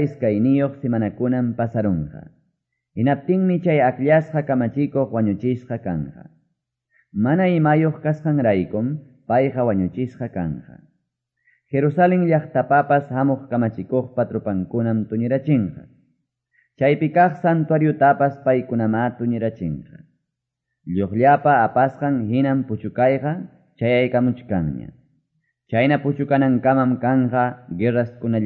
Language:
Quechua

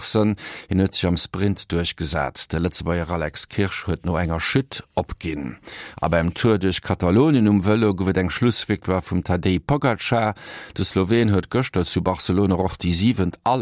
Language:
Luxembourgish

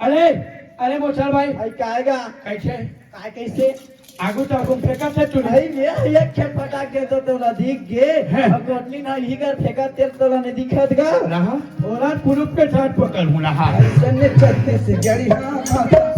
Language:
Chhattisgarhi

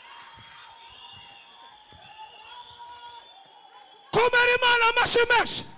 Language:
Kinyarwanda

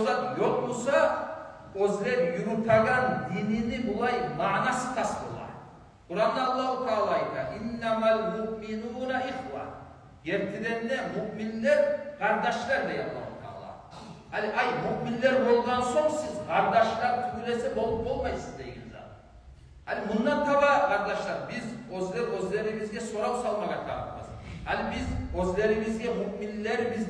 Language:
Kumyk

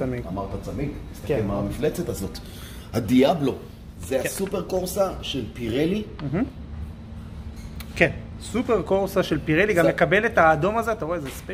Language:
Hebrew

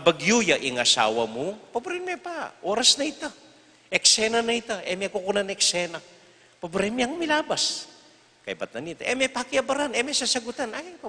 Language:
Pampanga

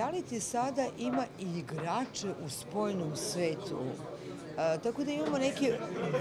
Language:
Serbian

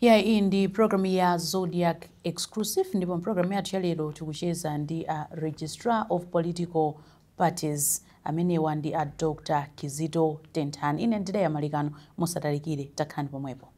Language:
Nyanja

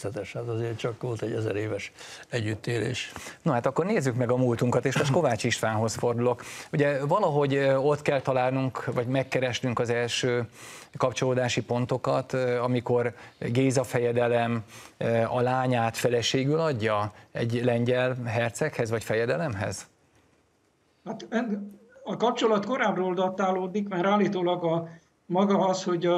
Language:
Hungarian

